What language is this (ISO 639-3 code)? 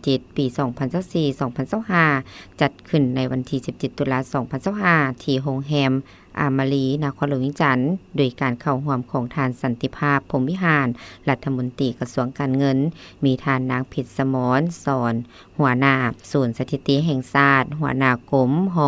lao